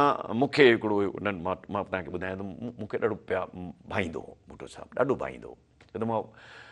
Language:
Sindhi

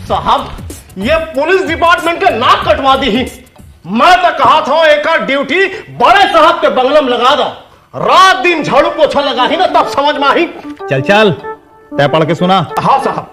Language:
Chhattisgarhi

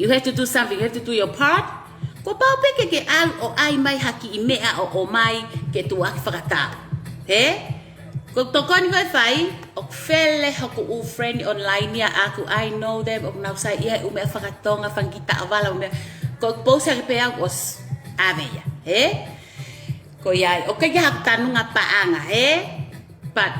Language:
Tongan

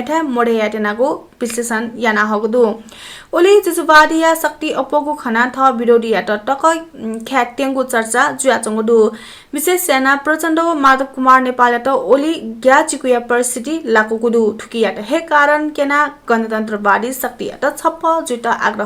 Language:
Newari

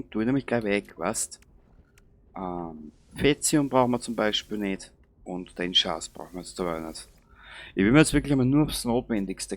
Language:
Bavarian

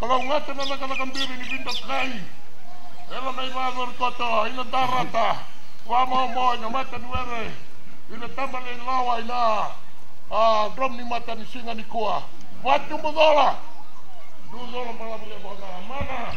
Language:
Fijian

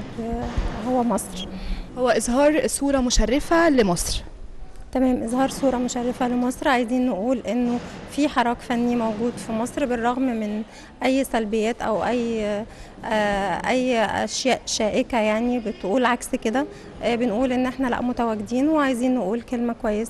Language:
Egyptian Arabic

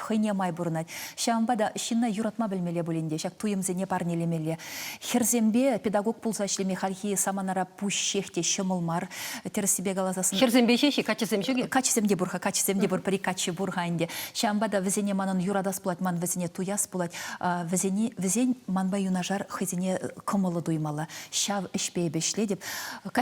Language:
Chuvash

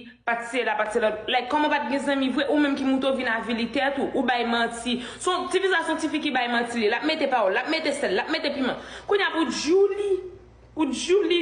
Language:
Haitian Creole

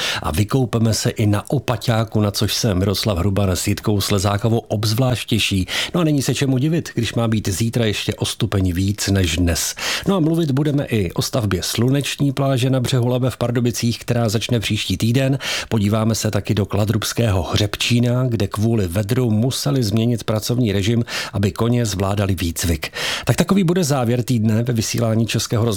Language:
Czech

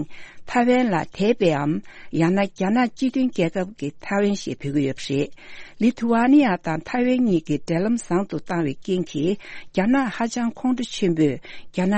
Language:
Tibetan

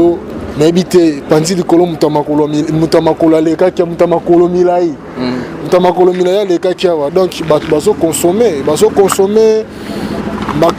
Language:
Lingala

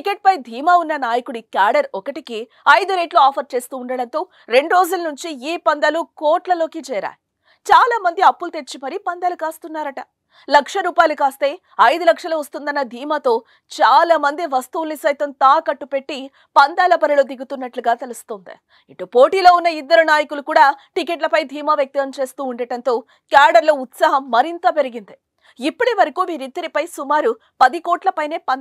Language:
Telugu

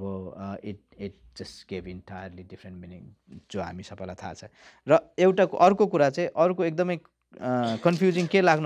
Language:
Nepali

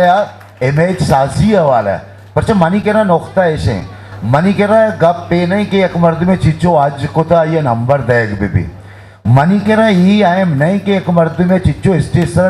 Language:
Eastern Balochi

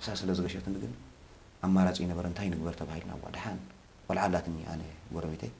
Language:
Tigrinya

